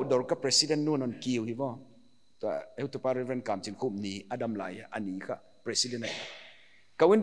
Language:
Paite Chin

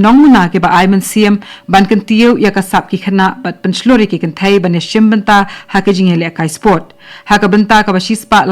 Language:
Khasi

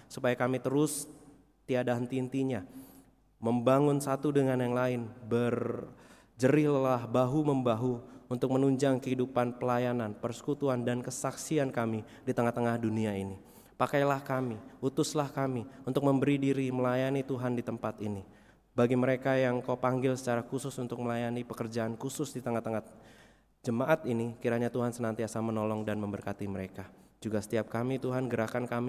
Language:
Indonesian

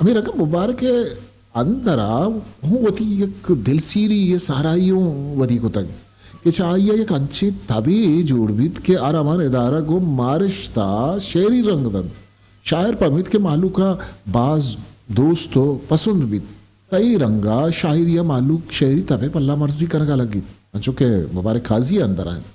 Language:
Eastern Balochi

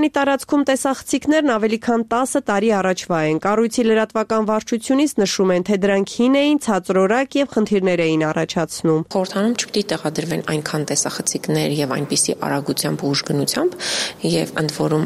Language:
Armenian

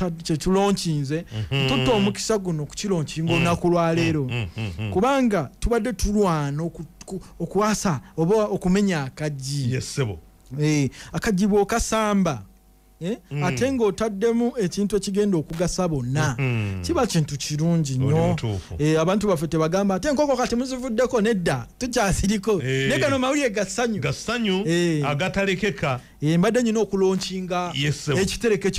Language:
Ganda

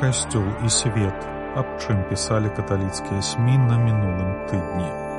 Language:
Belarusian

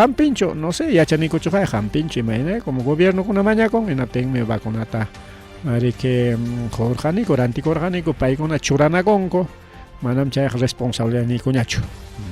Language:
Ayacucho Quechua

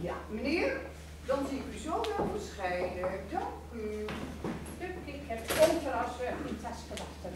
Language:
Gronings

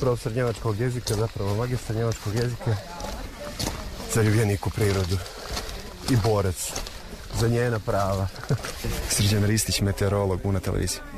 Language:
Serbian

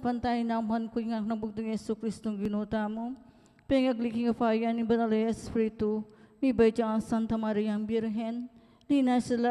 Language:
Pampanga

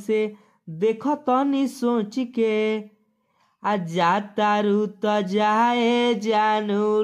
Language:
Bhojpuri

